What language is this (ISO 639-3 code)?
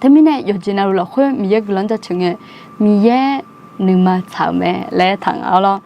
ahk